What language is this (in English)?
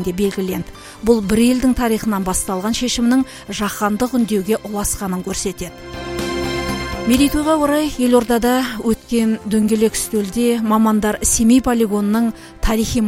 Kazakh